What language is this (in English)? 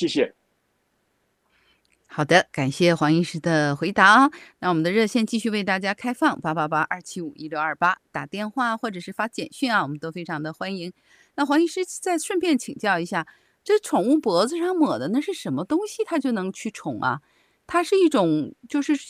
Chinese